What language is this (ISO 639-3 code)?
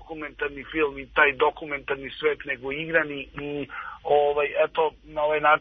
srp